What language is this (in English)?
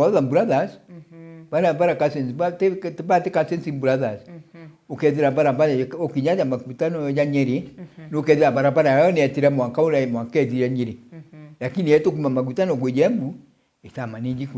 Meru